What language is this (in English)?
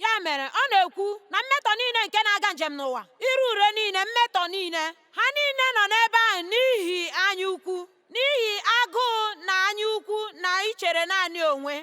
Igbo